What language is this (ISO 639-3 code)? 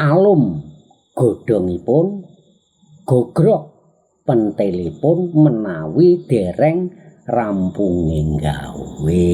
jav